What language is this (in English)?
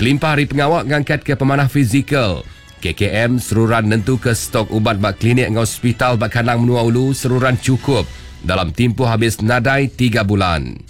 Iban